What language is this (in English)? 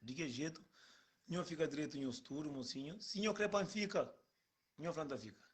Kabuverdianu